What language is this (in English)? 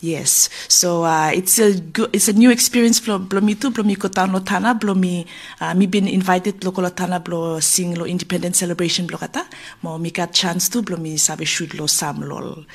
Bislama